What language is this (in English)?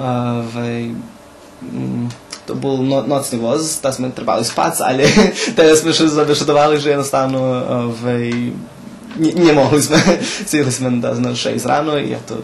Rusyn